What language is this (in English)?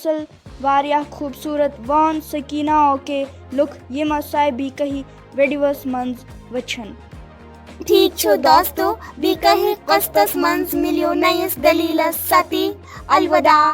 Kashmiri